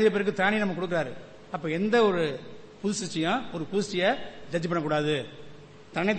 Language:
Tamil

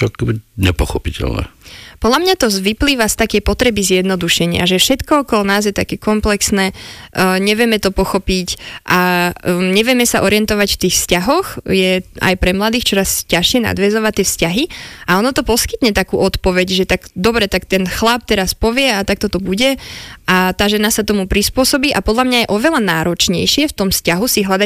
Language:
Slovak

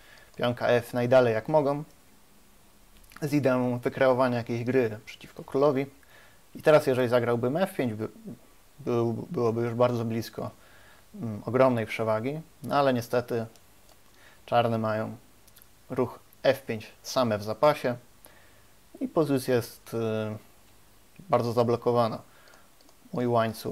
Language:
Polish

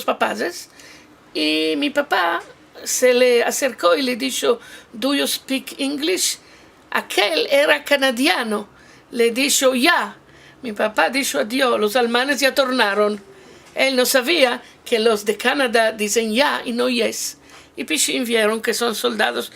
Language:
Ladino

